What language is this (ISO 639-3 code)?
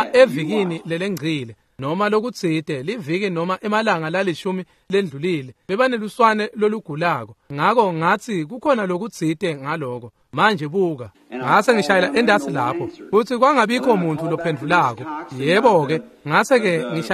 ssw